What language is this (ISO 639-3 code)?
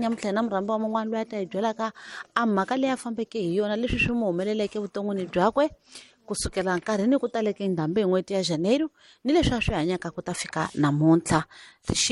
tso